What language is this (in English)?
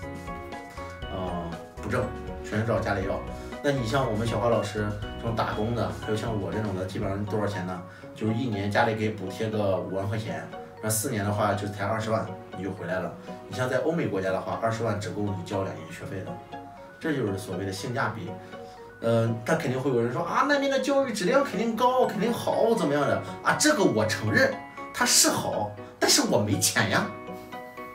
Chinese